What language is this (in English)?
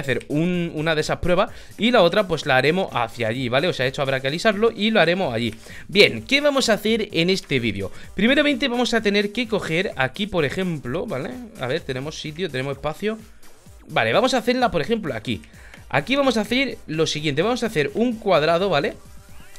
Spanish